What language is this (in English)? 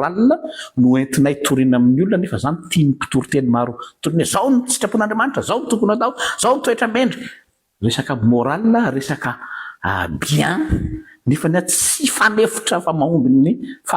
Malagasy